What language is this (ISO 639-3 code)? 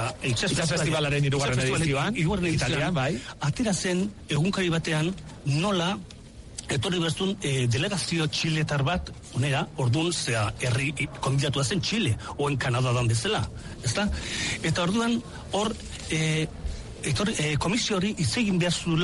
eus